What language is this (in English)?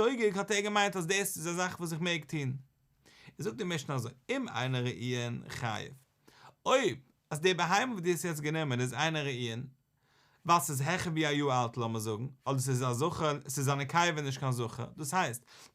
Yiddish